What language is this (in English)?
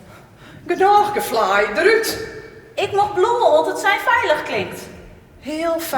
Western Frisian